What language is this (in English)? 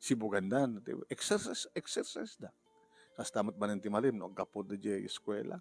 Iloko